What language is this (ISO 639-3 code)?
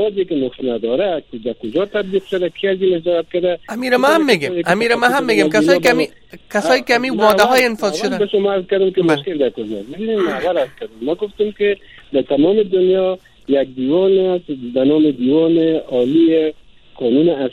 fas